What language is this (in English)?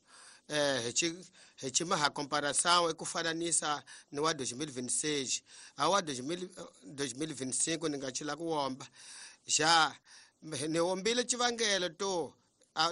Tsonga